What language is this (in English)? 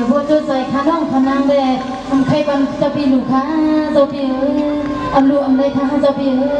Shan